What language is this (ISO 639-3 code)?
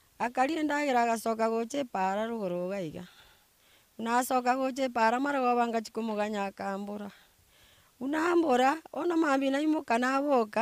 guz